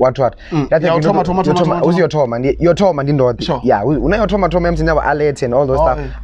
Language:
Venda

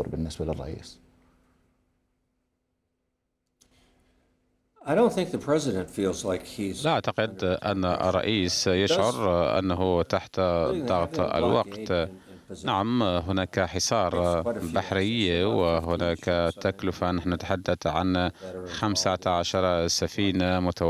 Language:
Arabic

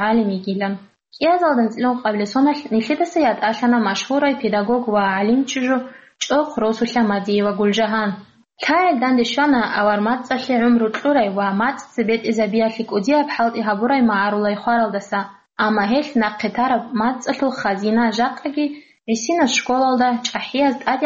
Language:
Avaric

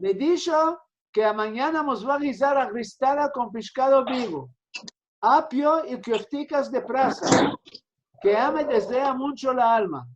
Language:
Ladino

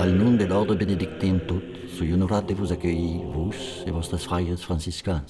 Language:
Occitan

